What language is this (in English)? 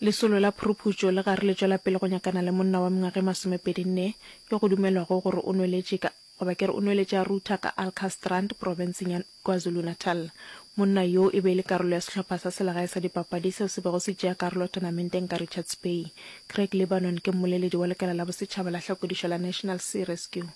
Northern Sotho